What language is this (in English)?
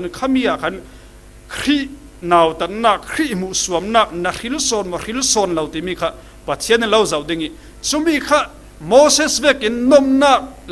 Falam Chin